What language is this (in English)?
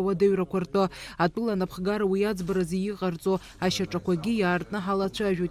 Abkhazian